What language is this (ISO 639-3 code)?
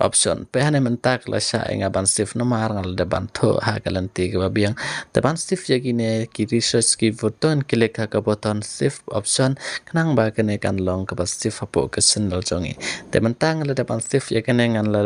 kha